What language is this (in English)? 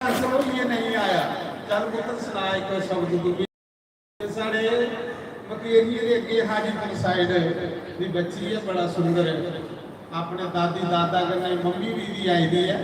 Dogri